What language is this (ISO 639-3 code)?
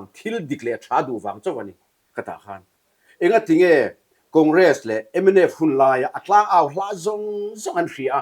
lus